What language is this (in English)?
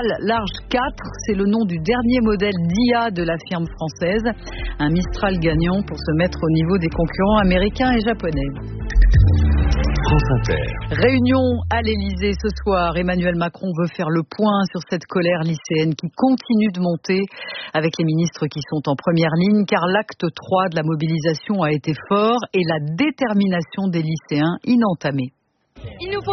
French